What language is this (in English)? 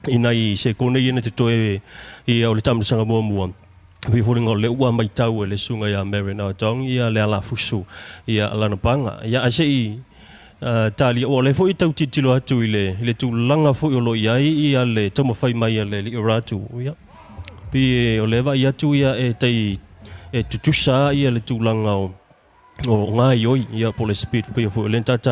Samoan